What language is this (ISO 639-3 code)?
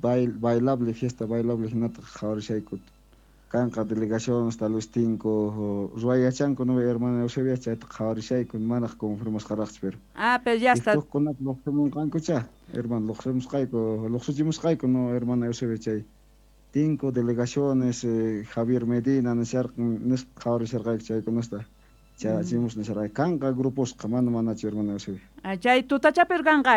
quh